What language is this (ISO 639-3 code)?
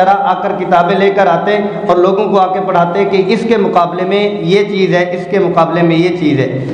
urd